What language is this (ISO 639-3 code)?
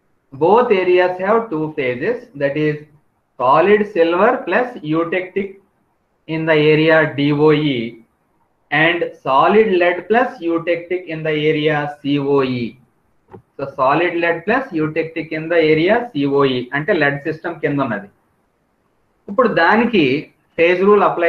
tel